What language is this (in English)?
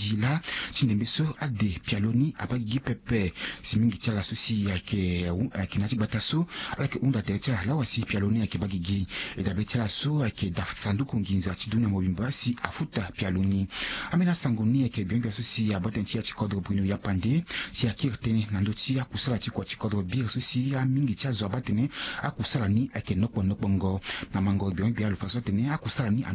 Sango